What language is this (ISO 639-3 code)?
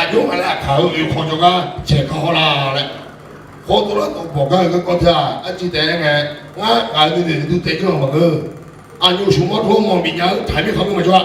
ahk